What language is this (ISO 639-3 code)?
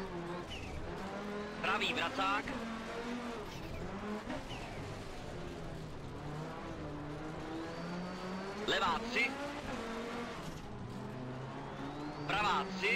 ces